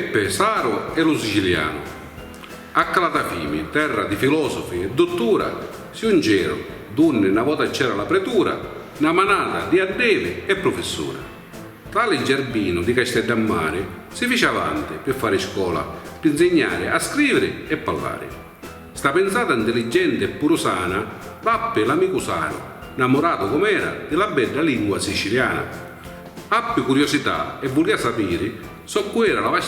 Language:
Sicilian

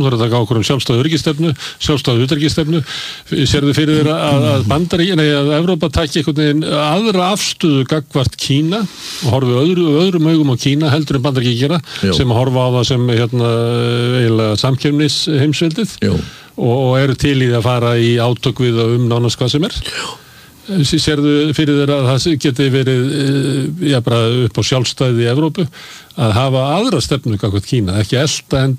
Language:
Icelandic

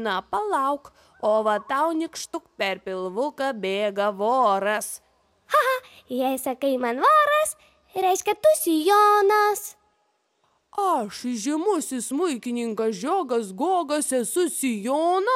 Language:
Lithuanian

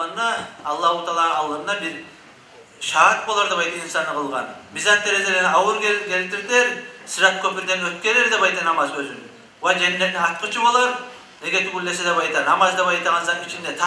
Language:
Kumyk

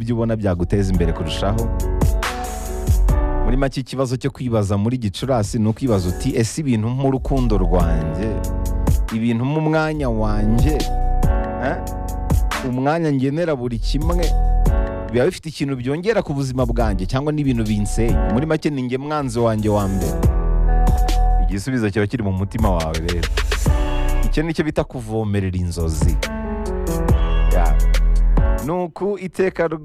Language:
Kinyarwanda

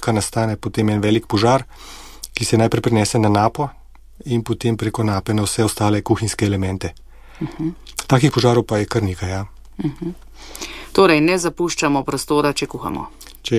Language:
Slovenian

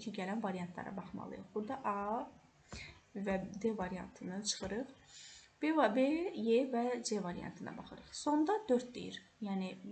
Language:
Azerbaijani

